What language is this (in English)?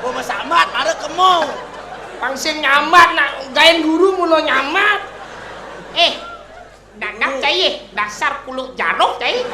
Balinese